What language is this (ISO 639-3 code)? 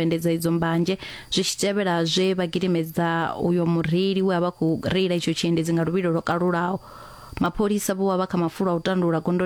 ven